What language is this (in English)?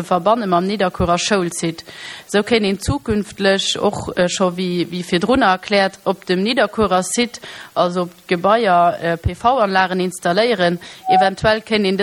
Luxembourgish